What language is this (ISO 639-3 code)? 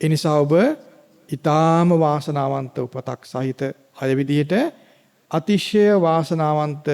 sin